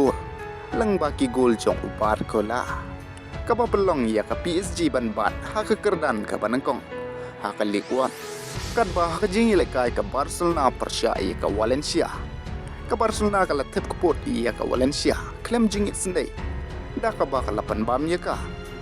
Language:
Khasi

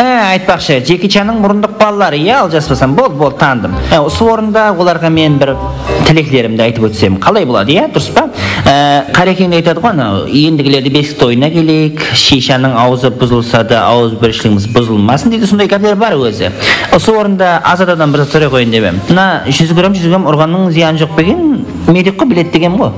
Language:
Kara-Kalpak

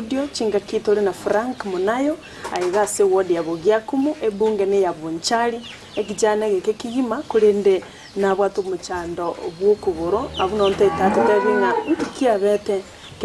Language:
Gusii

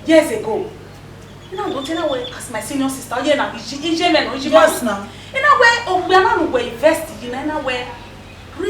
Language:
Bini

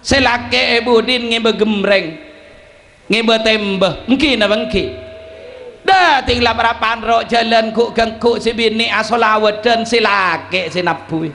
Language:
Madurese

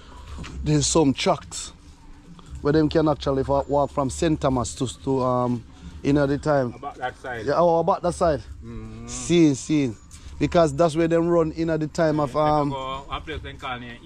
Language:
Jamaican Creole English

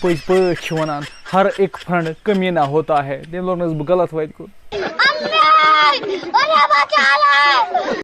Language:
Kashmiri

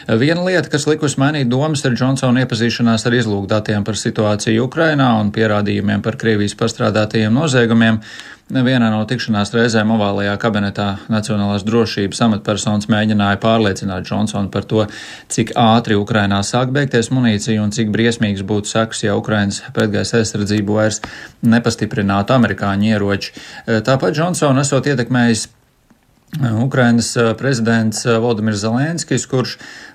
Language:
Latvian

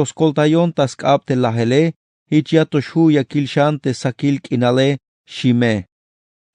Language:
Tzeltal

